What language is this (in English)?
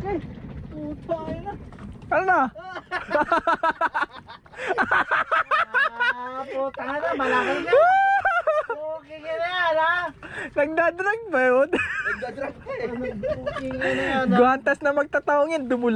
Filipino